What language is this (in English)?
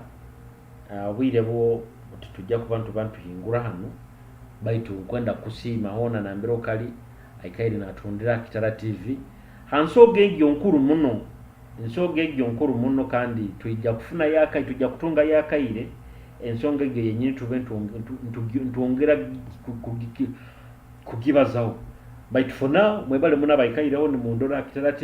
Nyoro